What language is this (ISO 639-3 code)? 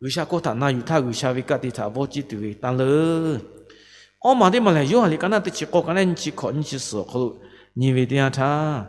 lhu